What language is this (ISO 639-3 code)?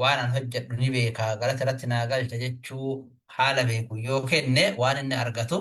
orm